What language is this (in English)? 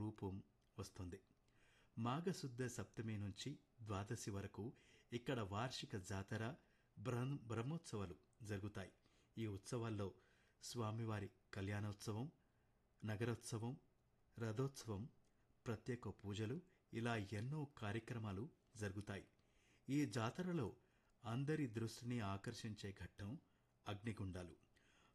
Telugu